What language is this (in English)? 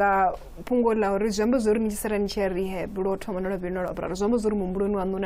Venda